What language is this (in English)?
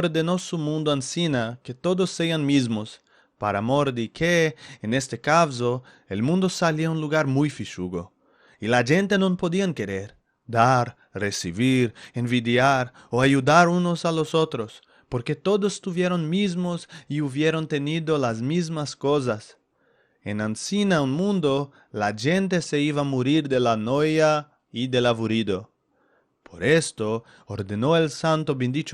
Ladino